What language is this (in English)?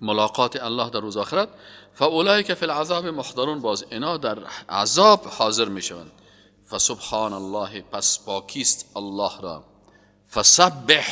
Persian